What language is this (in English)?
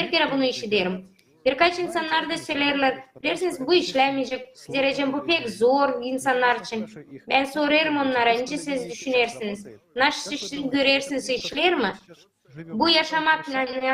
Gagauz